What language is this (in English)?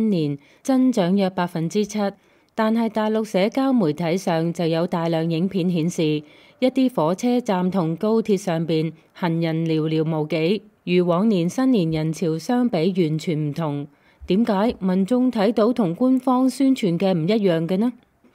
Cantonese